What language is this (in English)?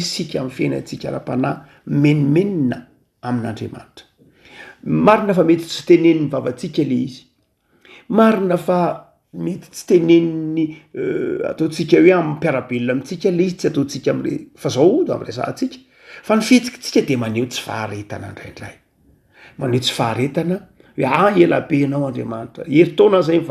Malagasy